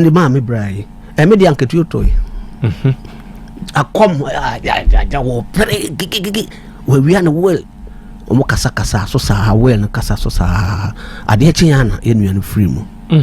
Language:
Akan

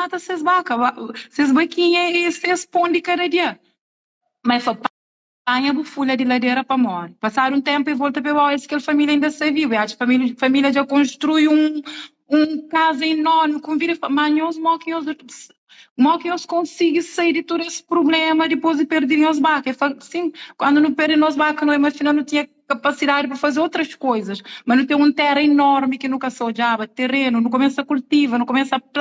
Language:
Kabuverdianu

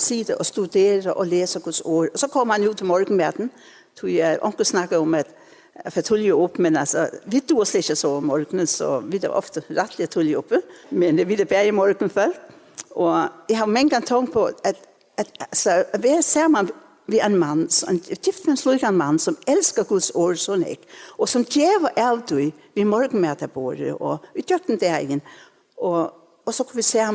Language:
Faroese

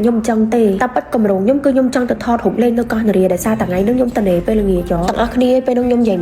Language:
Khmer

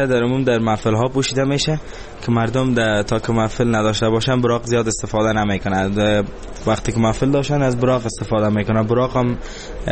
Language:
Persian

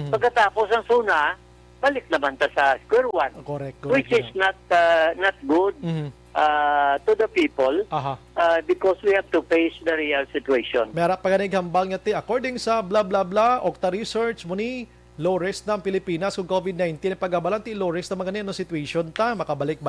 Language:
Hiligaynon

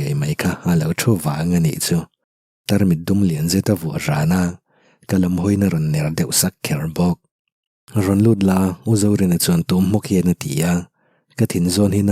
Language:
Mizo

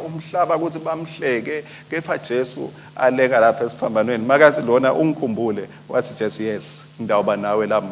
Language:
Swati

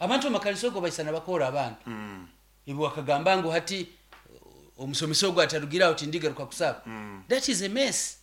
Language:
Nyoro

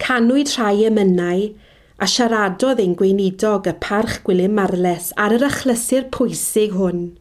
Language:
Welsh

